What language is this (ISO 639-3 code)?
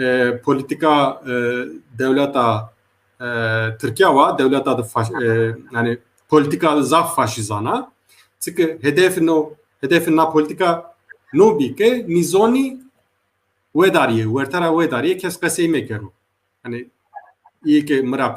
zza